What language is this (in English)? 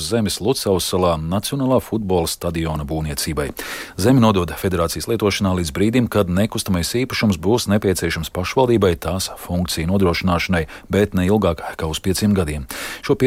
Latvian